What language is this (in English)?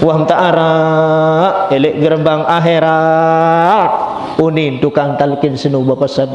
Sasak